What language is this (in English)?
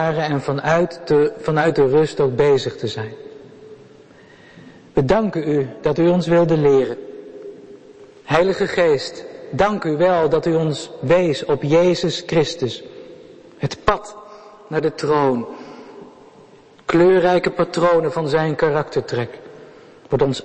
Dutch